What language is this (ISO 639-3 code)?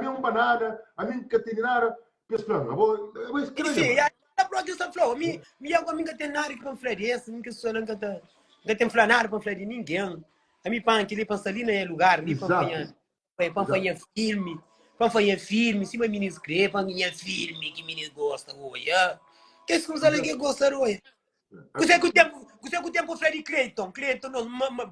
kea